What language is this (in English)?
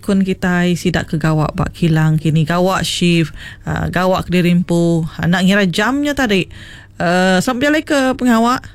Iban